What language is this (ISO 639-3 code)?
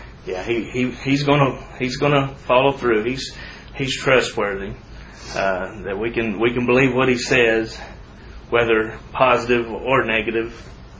eng